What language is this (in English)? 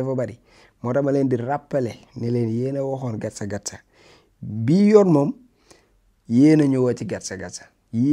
Wolof